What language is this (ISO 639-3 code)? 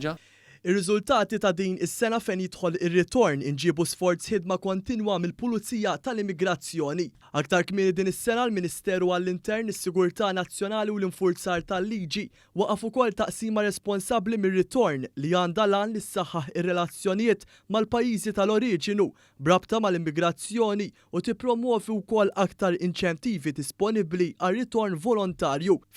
mlt